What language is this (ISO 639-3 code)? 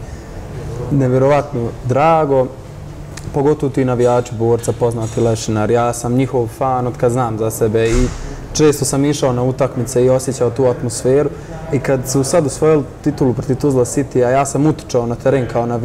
bos